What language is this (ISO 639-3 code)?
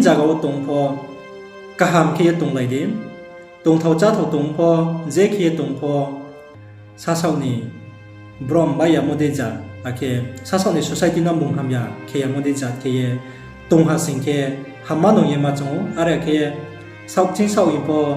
ria